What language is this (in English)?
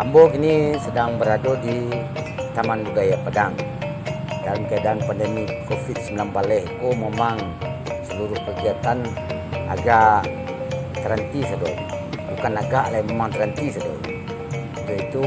Minangkabau